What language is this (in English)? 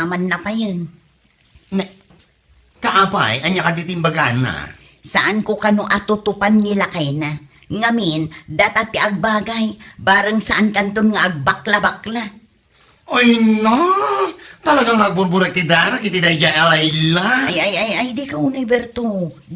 Iloko